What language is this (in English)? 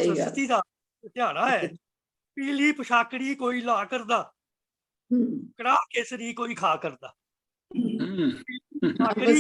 Dogri